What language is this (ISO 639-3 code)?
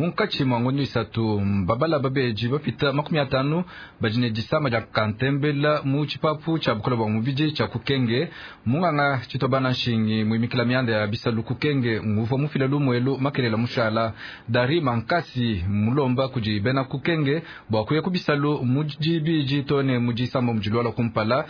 lua